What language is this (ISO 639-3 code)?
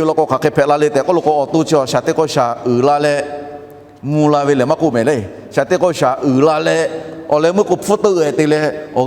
lhu